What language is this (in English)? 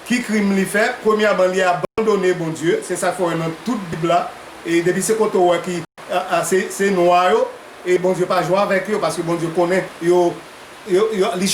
Haitian Creole